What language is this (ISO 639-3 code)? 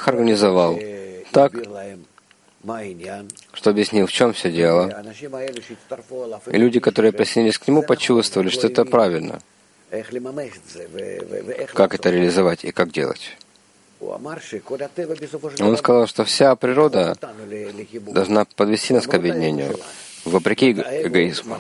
rus